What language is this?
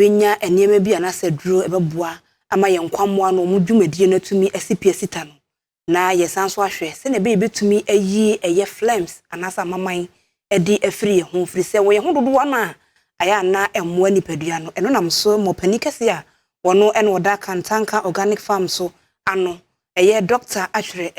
Akan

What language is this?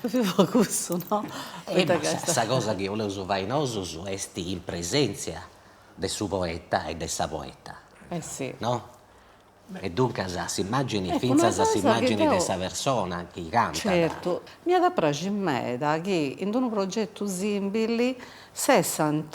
Sardinian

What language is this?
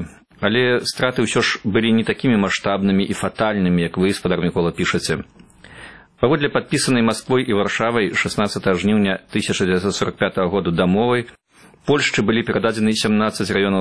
Belarusian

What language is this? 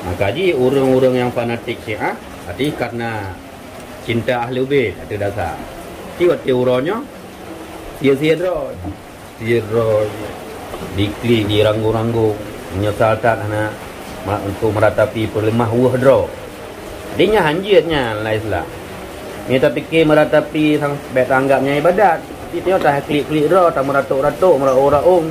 Achinese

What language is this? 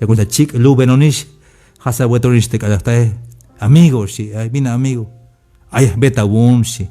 Tzeltal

